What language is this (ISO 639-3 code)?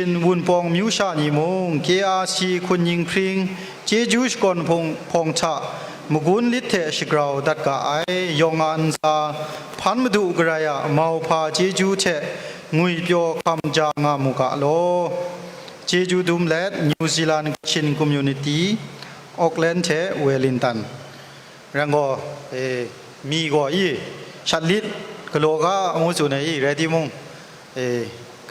kac